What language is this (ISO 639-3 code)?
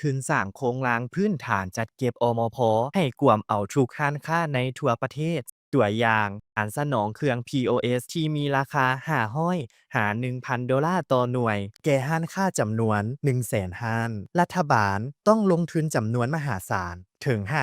lao